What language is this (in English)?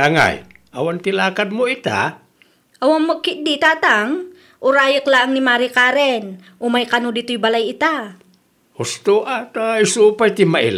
Iloko